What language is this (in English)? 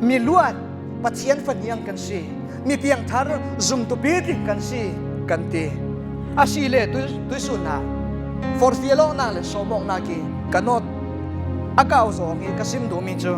Falam Chin